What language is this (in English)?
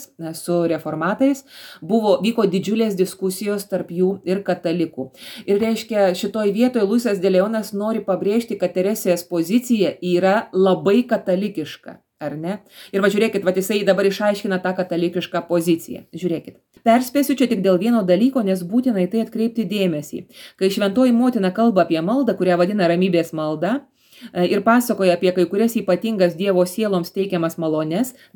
Lithuanian